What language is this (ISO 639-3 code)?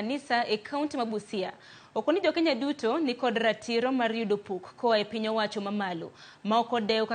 luo